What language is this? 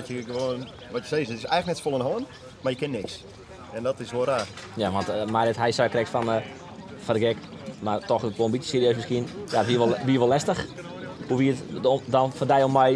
Western Frisian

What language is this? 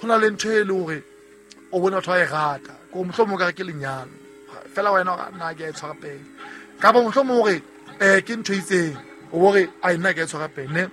Southern Sotho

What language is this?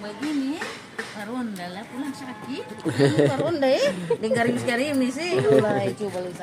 Ambonese Malay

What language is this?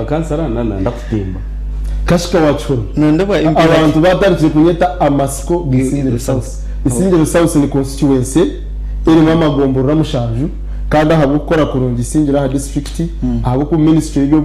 Nyankole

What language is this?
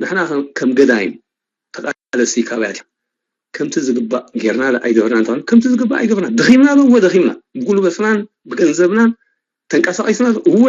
Tigrinya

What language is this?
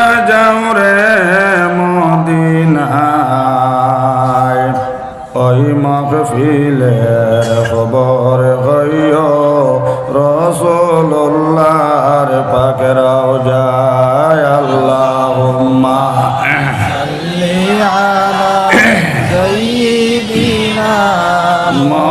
Sylheti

